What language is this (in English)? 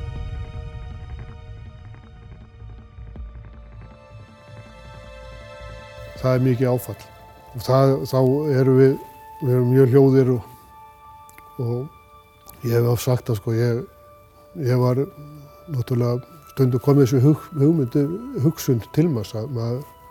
Icelandic